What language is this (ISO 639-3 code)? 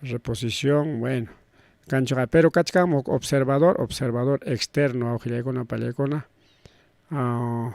quy